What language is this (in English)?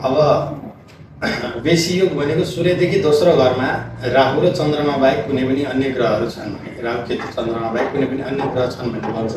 Nepali